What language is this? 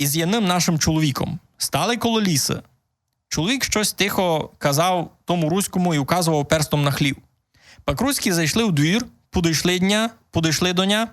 Rusyn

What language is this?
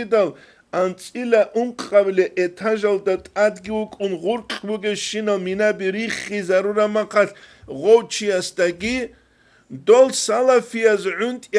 Avaric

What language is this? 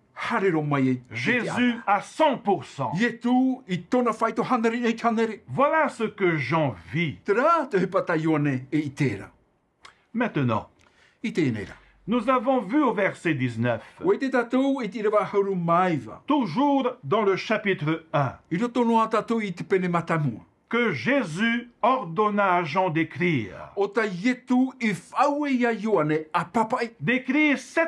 Tahitian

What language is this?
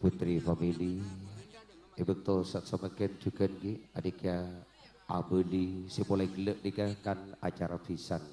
Madurese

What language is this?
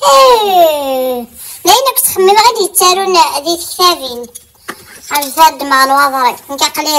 Kabyle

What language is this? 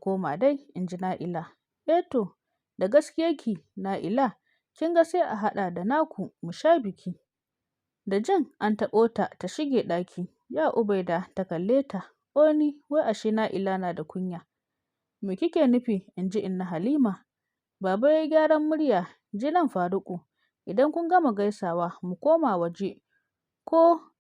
Hausa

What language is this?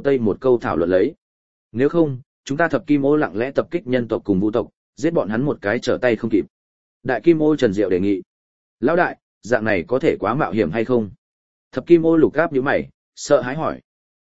Vietnamese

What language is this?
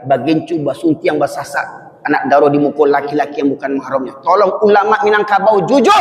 Minangkabau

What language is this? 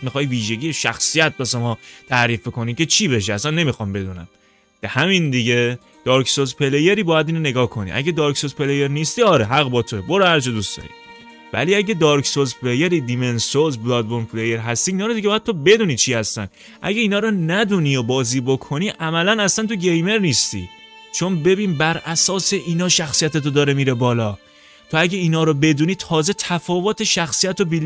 Persian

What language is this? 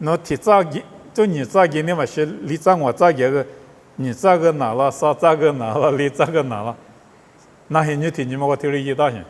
Lisu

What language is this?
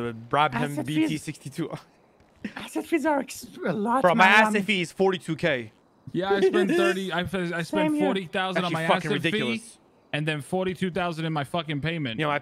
English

